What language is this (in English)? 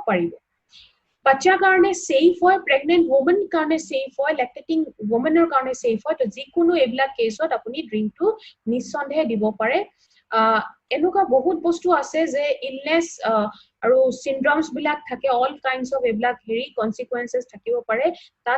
Assamese